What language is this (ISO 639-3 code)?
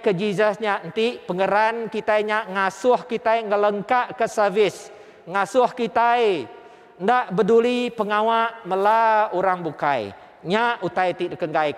iba